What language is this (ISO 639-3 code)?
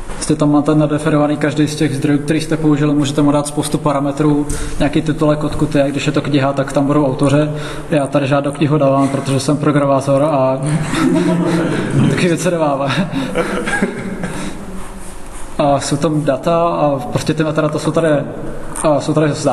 ces